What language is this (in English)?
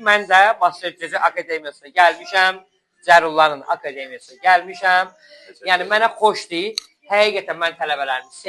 Azerbaijani